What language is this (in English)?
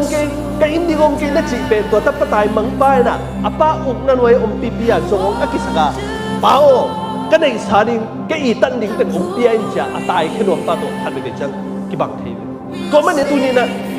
Tedim Chin